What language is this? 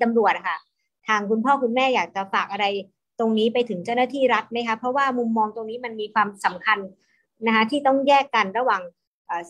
Thai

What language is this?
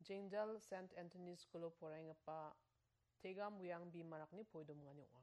Garo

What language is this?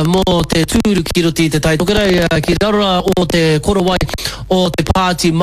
Māori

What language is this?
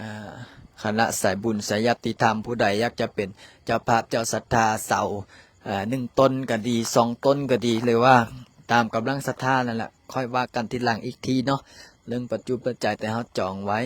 Lao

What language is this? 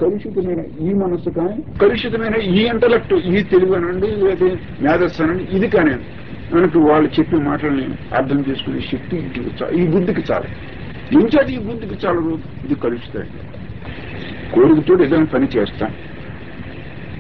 Telugu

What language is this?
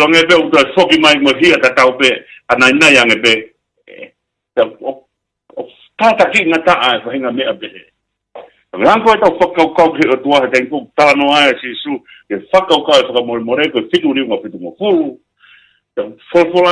Tongan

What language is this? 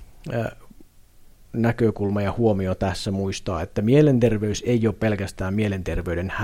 Finnish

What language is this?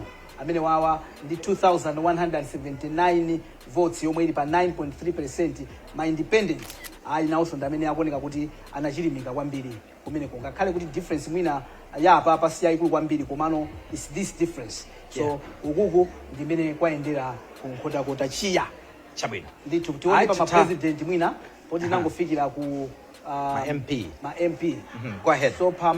Nyanja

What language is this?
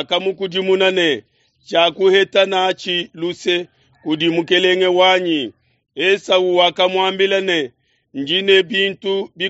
Luba-Lulua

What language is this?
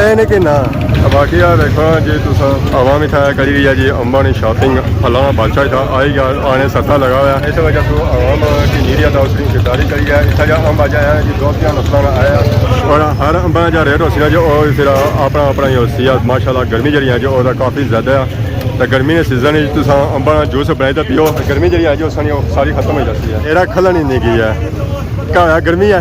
Pahari-Potwari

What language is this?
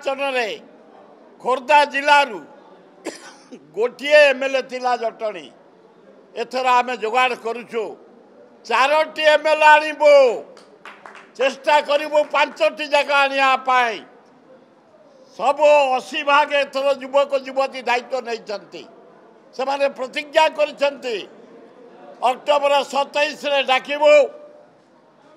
Odia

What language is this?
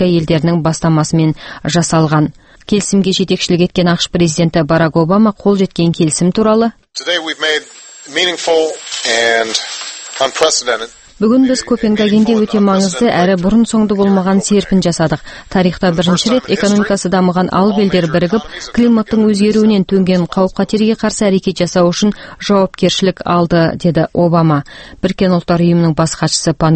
Kazakh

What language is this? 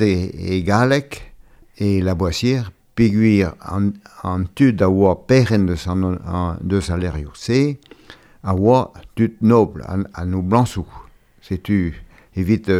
Breton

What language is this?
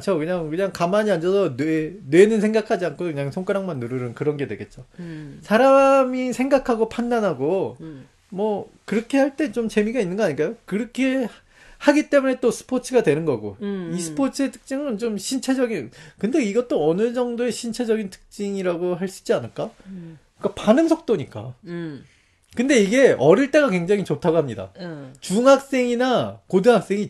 Korean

